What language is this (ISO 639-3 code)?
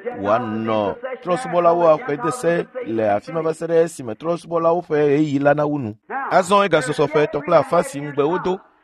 ewe